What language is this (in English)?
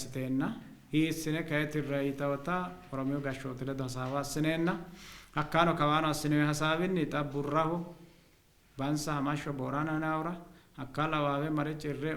Sidamo